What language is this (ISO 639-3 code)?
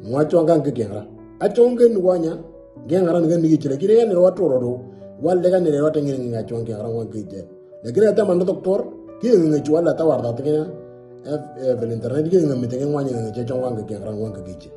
mor